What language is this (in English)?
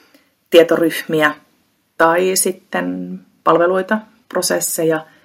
Finnish